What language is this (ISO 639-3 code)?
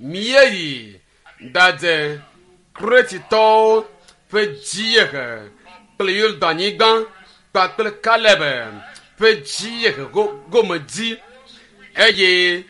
ewe